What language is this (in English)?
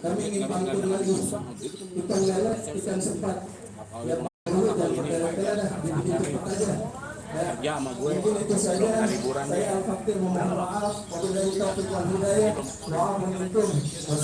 Betawi